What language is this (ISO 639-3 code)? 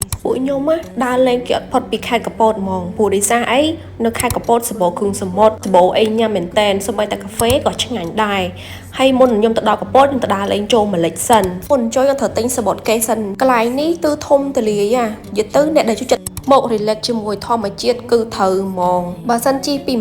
khm